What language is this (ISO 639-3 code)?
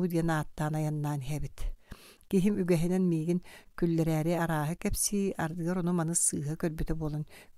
sah